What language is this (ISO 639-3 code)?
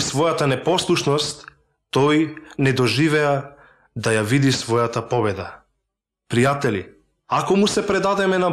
mkd